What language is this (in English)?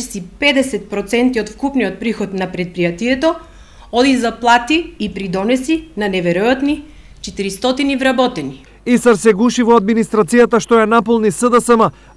Macedonian